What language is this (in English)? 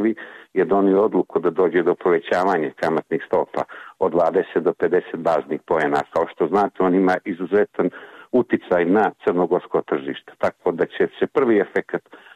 Serbian